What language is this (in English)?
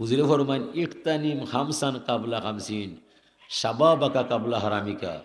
Sylheti